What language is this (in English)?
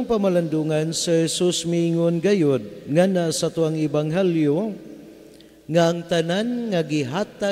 Cebuano